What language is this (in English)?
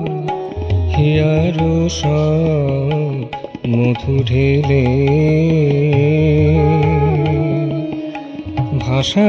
Bangla